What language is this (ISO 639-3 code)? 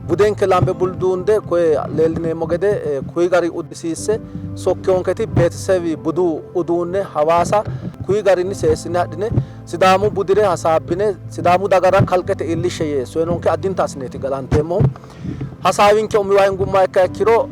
sid